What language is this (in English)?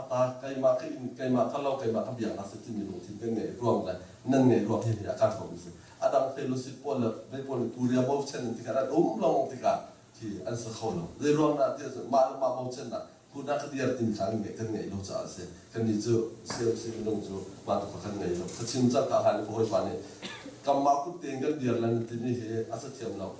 Hakha Chin